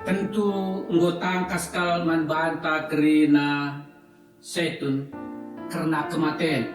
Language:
Batak Karo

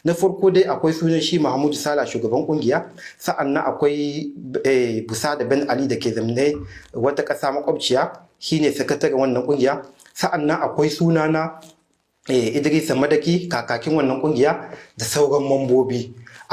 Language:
Hausa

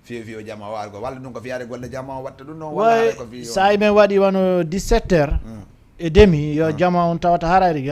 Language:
Fula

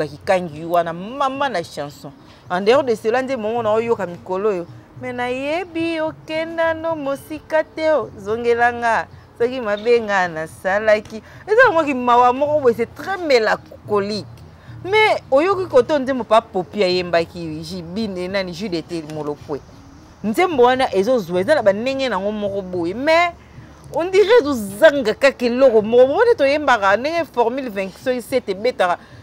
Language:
Lingala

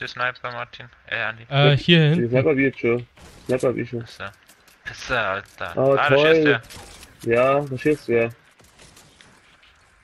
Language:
German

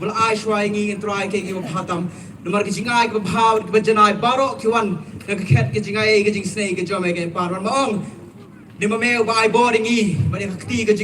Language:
Khasi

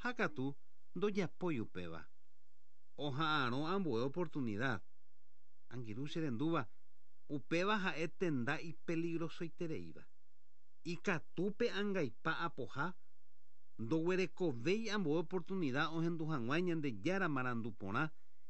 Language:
Guarani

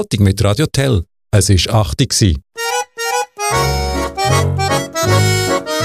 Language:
German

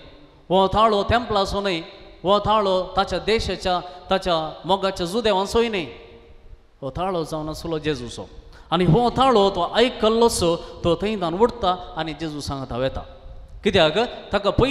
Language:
Konkani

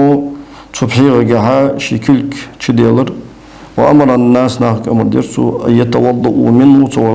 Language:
Ingush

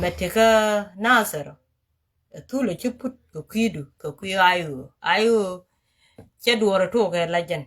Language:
Nuer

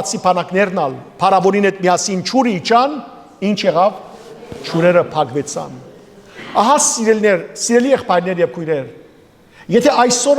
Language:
Western Armenian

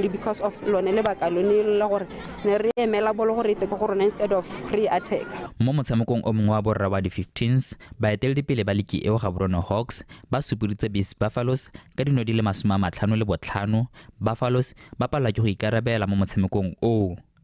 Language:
Tswana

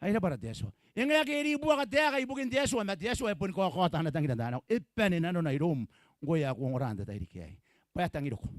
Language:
Gilbertese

